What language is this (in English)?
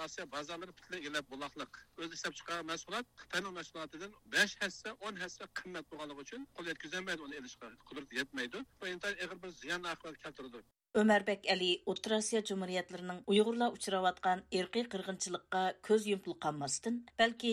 Uyghur